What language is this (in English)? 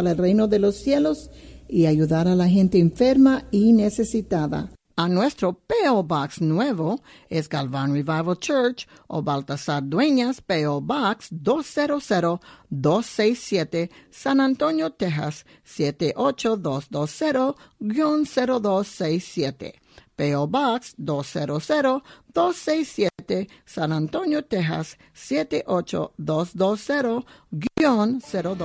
Spanish